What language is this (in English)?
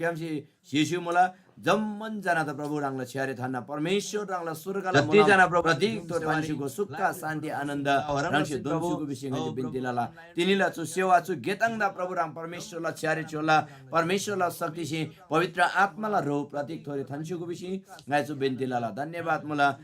Eastern Tamang